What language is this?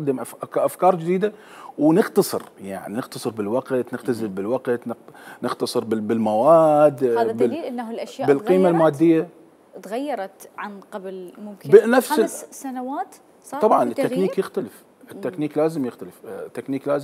Mesopotamian Arabic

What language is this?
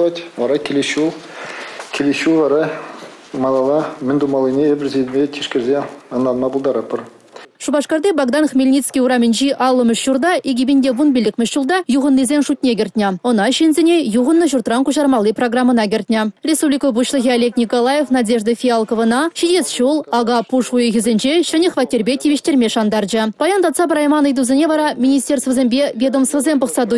Chuvash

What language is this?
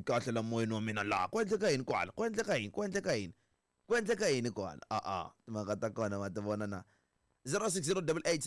Tsonga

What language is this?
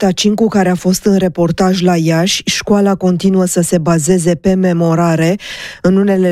Romanian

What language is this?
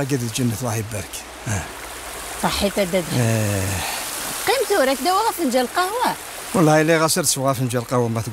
Kabyle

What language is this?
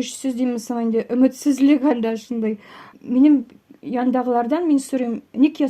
Tatar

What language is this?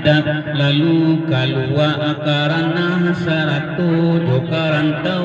Minangkabau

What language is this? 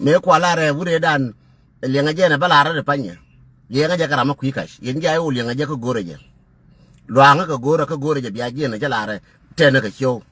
Nuer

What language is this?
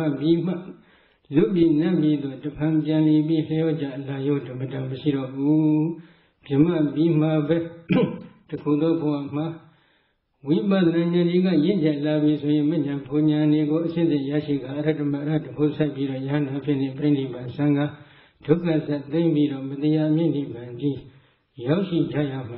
Burmese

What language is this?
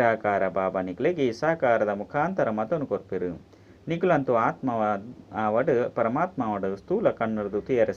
Tulu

